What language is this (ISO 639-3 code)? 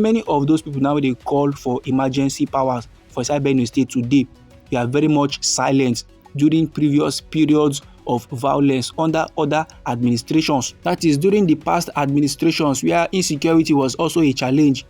pcm